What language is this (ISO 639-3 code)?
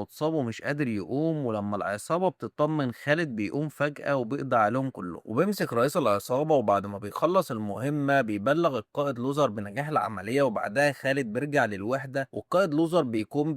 arz